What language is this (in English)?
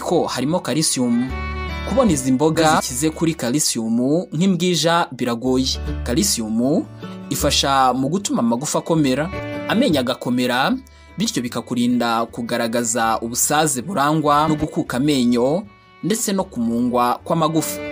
Kinyarwanda